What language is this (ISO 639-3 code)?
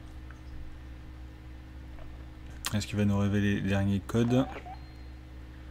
fra